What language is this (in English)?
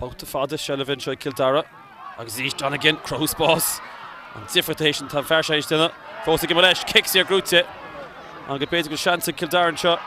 Irish